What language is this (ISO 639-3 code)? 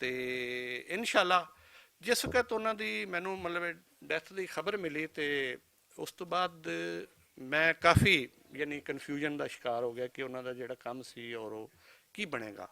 lah